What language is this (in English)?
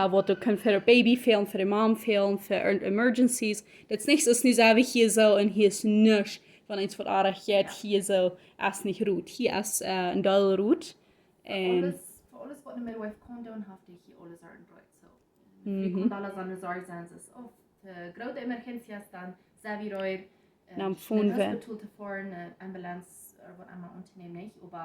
Plautdietsch